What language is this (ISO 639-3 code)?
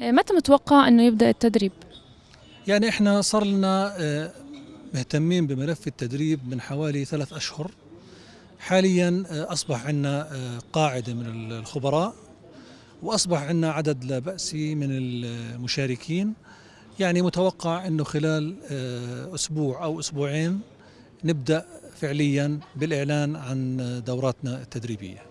apc